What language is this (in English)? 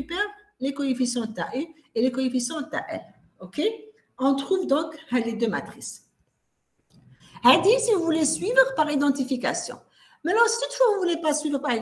French